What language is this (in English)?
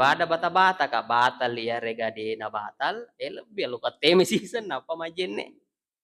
Buginese